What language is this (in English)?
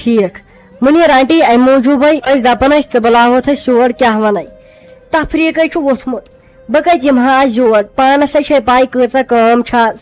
Kashmiri